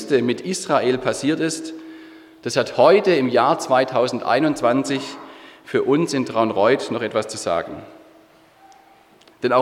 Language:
German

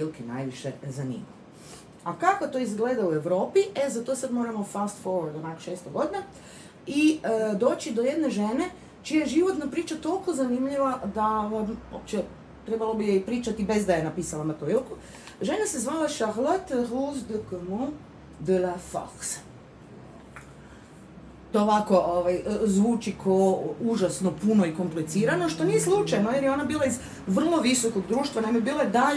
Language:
Croatian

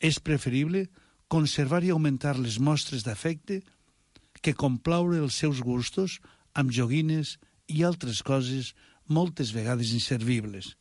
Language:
Catalan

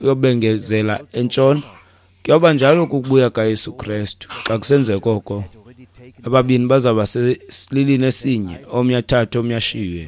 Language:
Xhosa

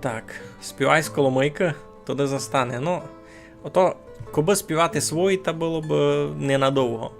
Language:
Rusyn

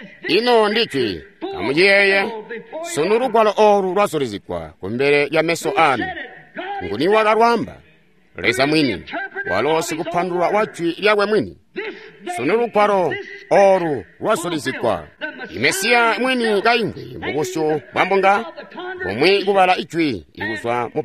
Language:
Tonga (Zambia)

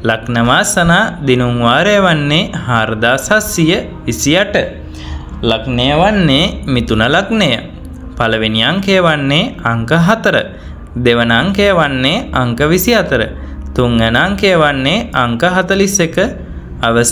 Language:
Sinhala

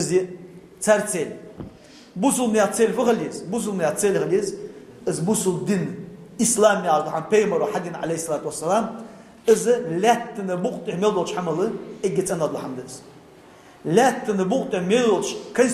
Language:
Ingush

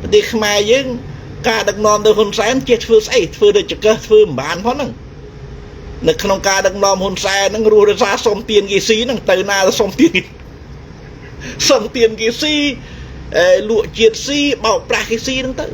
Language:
Khmer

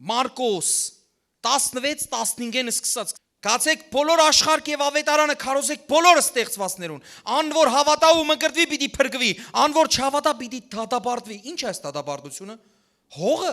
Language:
Western Armenian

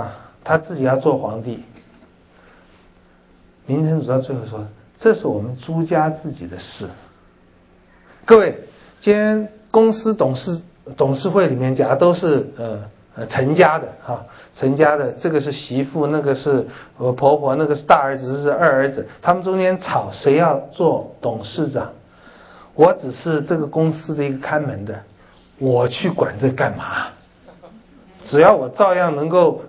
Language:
Chinese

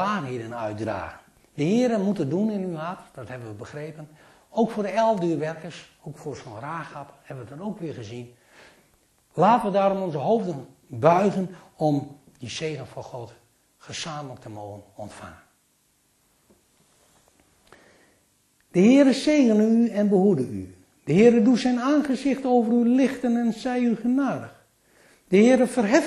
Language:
Dutch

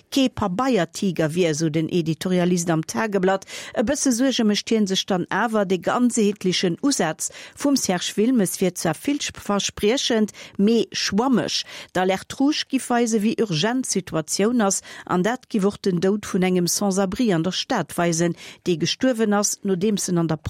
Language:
Luxembourgish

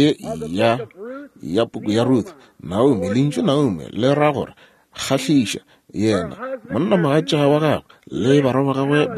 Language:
Northern Sotho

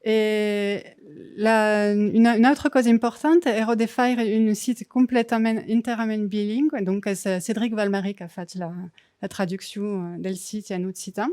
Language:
Occitan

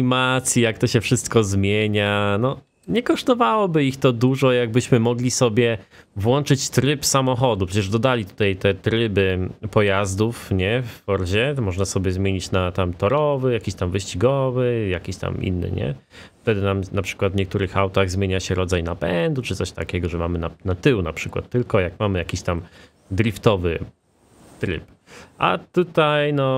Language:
Polish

